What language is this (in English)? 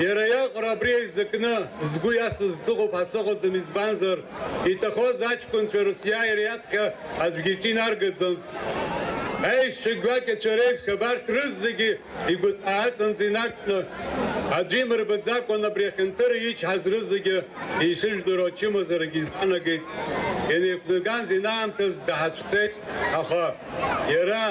Abkhazian